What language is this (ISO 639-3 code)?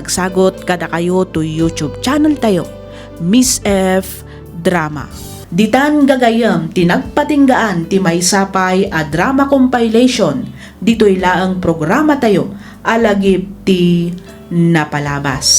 ilo